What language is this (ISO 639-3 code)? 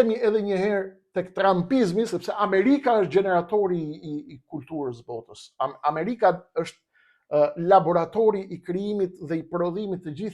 sqi